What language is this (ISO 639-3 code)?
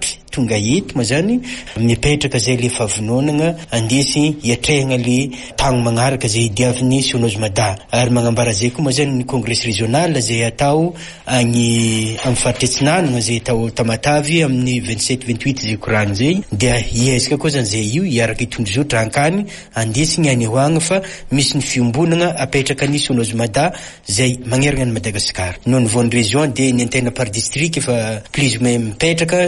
mlg